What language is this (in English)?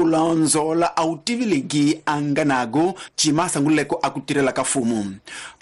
Tsonga